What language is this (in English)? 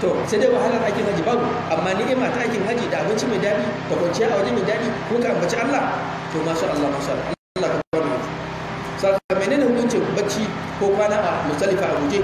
Hausa